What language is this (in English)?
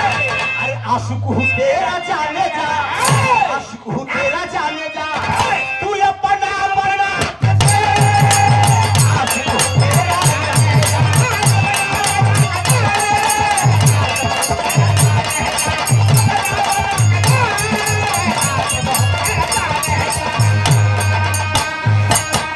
Bhojpuri